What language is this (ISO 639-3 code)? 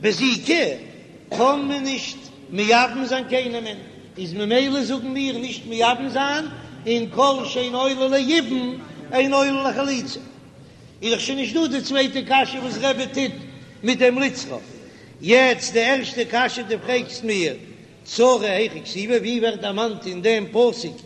yid